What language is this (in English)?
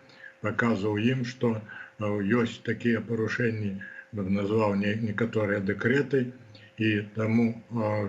Belarusian